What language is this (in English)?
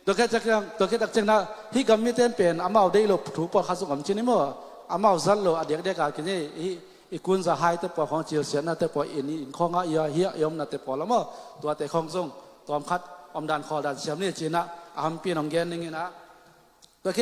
Tedim Chin